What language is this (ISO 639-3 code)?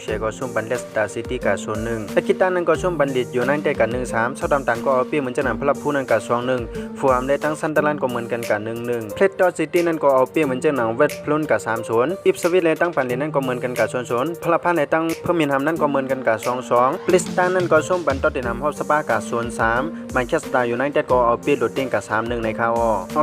shn